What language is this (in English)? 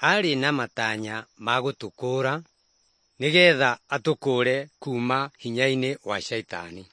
Kikuyu